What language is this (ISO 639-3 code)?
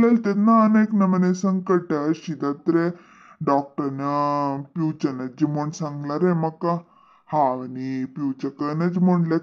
kok